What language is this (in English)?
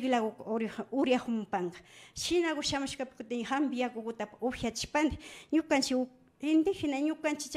Imbabura Highland Quichua